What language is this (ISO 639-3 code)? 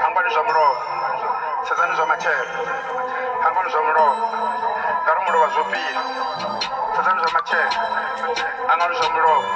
ven